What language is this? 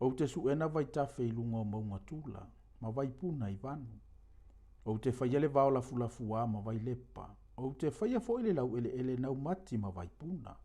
Samoan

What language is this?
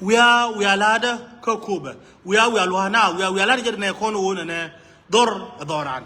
Nuer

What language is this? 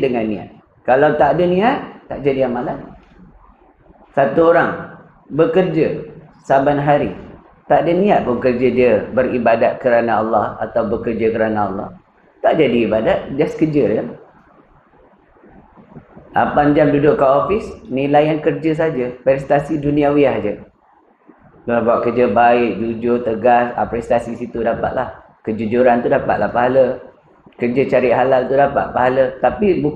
Malay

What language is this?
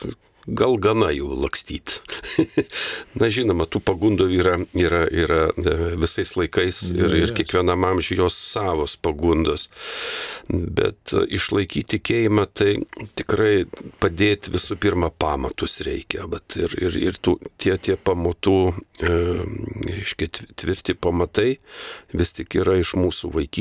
Lithuanian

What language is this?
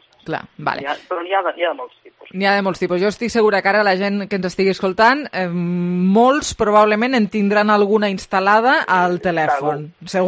Catalan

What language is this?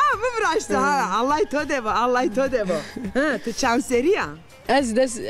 Zaza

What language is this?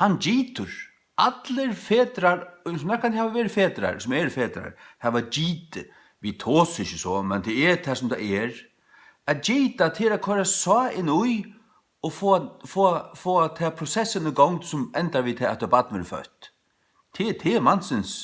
Faroese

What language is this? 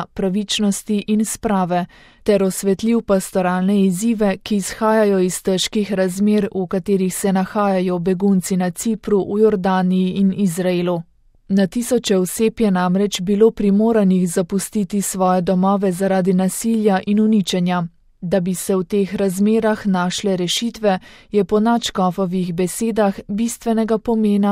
Slovenian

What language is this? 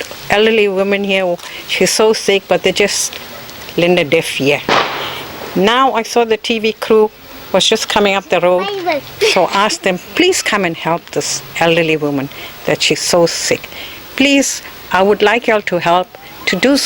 Zulu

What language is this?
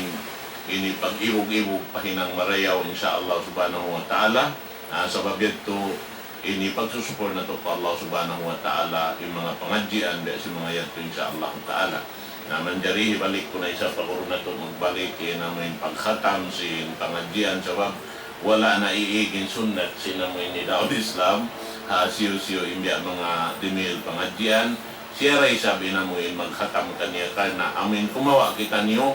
Tausug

